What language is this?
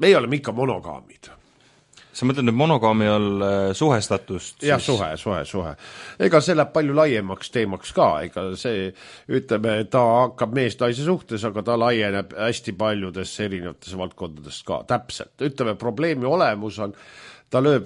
Estonian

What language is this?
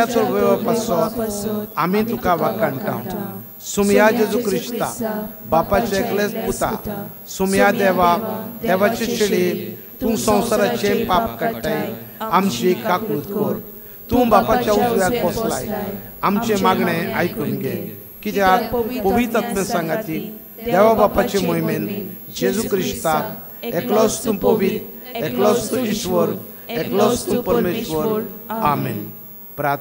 Konkani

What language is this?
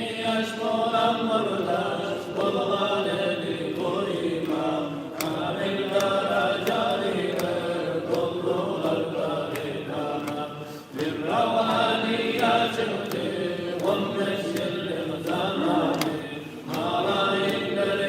Kumyk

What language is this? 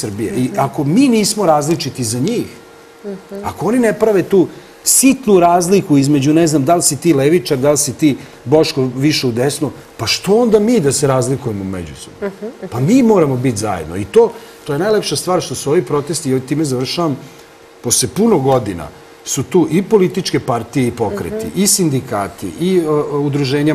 Serbian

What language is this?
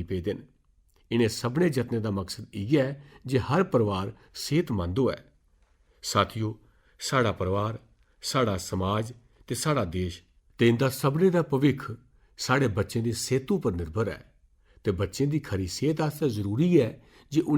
Dogri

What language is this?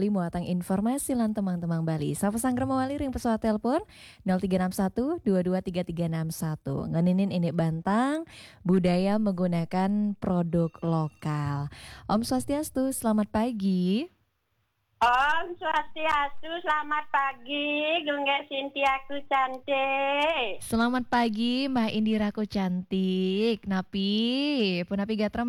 Balinese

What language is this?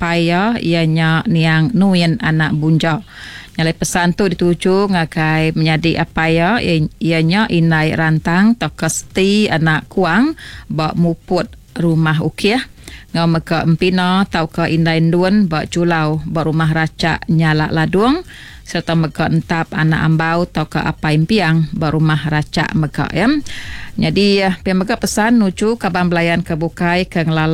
Iban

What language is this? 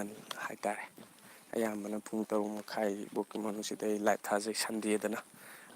Manipuri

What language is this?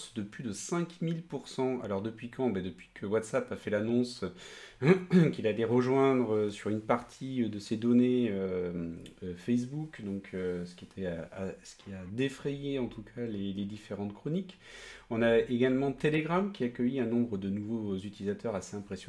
French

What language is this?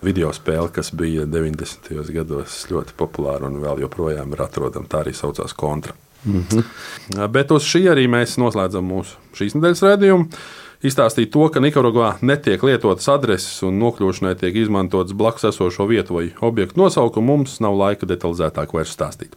Latvian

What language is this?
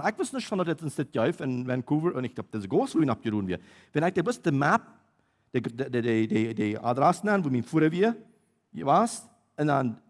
Plautdietsch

